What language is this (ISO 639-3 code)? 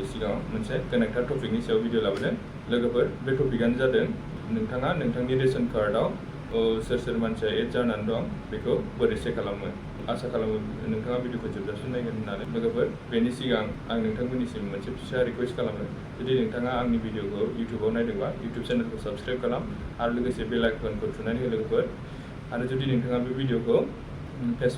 brx